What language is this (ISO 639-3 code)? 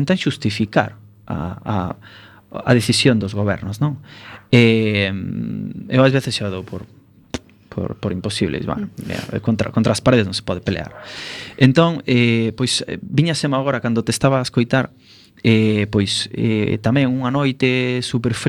glg